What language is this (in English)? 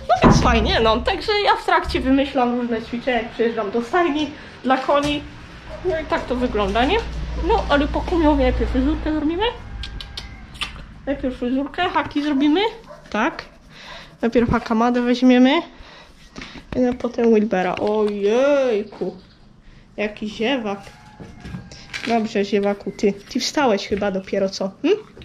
Polish